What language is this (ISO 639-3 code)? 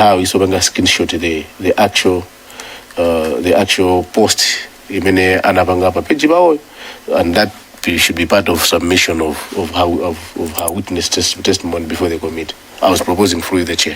nya